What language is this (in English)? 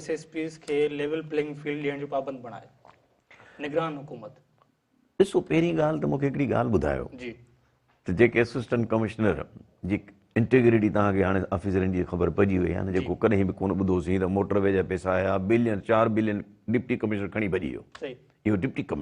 Sindhi